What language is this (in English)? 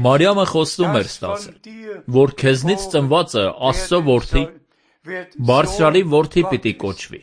Armenian